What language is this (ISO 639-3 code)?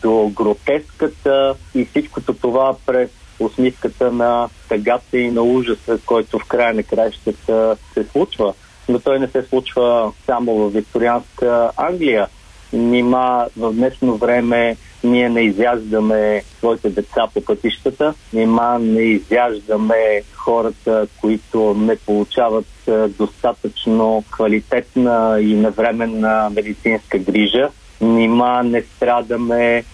bul